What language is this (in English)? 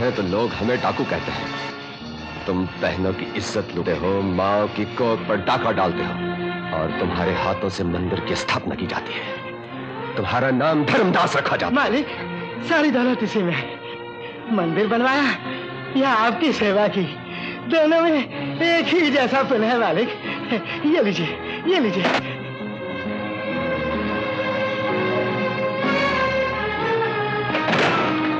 Hindi